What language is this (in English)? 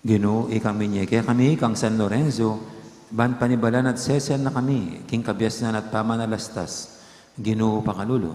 Pampanga